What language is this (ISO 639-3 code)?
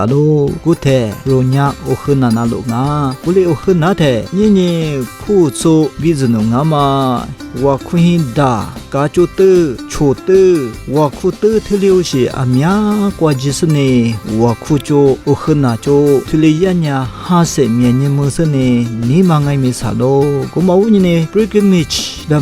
lis